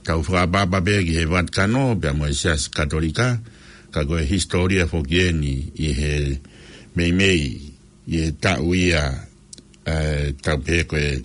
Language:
Tongan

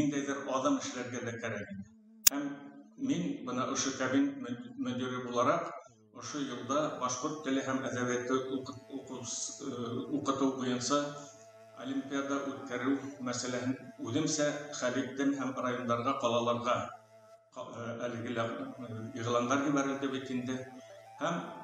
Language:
Bashkir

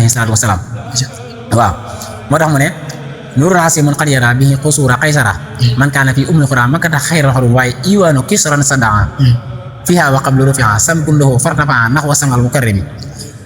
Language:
Wolof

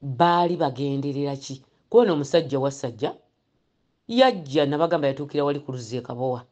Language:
Ganda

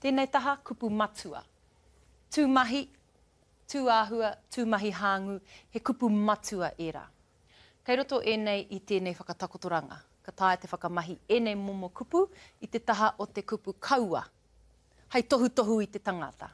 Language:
Māori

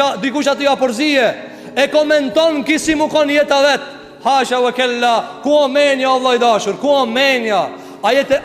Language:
Albanian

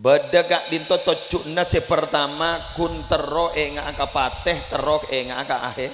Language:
Madurese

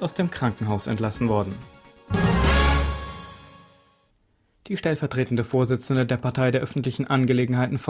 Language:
German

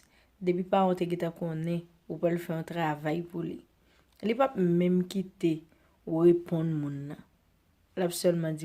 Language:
Haitian Creole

